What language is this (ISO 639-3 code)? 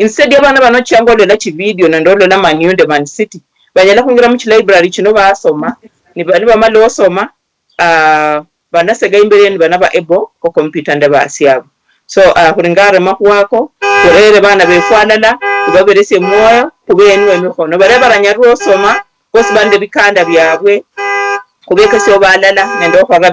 luy